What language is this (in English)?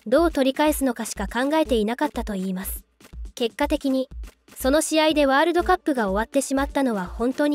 Japanese